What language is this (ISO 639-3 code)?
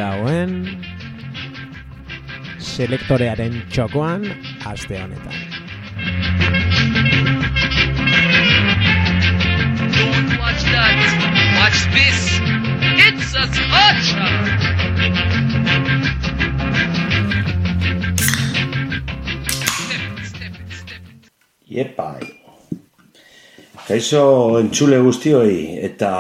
eus